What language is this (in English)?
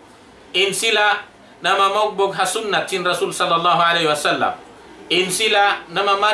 Tausug